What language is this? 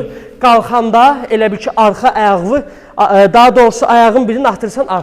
Azerbaijani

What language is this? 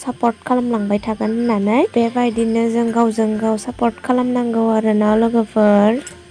Bodo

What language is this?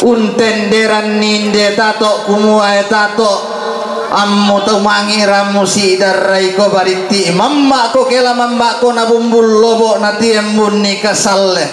Toraja-Sa'dan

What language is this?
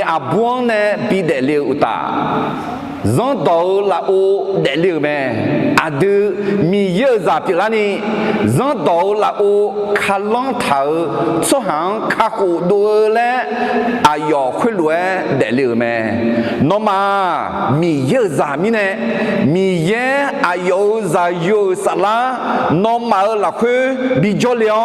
Akha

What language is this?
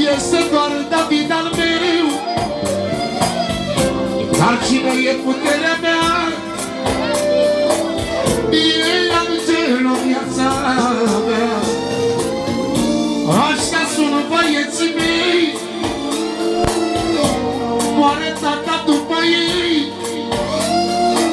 Romanian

